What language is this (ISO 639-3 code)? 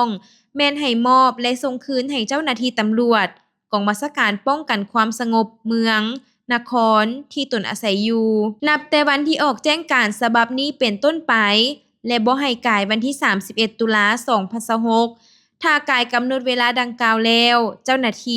lao